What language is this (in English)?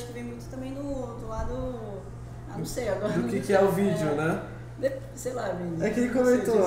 Portuguese